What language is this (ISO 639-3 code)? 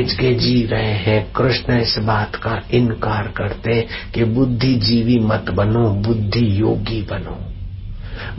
hin